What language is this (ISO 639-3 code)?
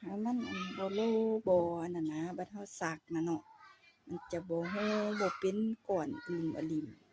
tts